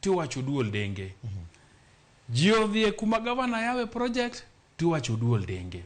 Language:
Luo (Kenya and Tanzania)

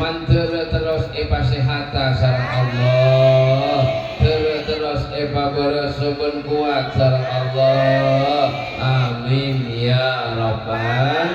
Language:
Madurese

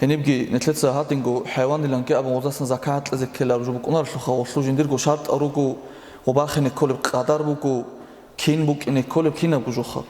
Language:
Avaric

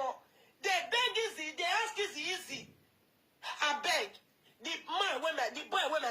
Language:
Nigerian Pidgin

